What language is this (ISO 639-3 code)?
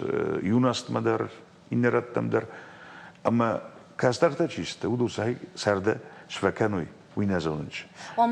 oss